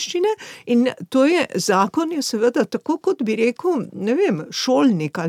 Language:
Slovenian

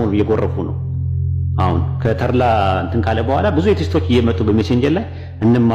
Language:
Amharic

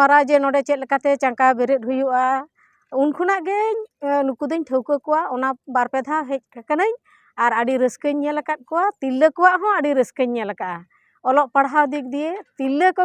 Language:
Santali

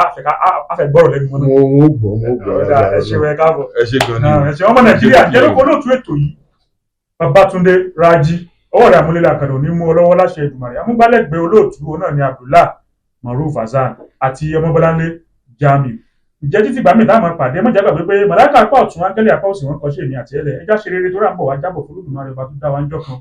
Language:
Yoruba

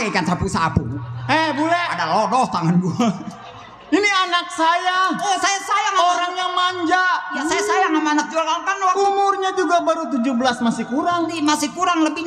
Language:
Betawi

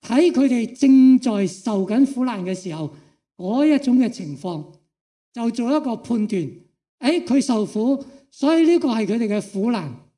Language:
Cantonese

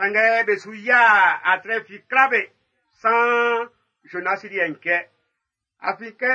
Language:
Baoulé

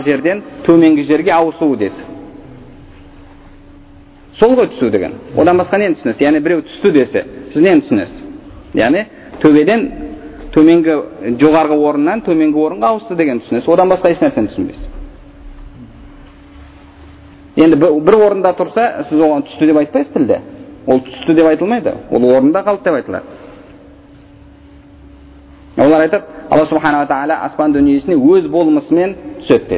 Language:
Kazakh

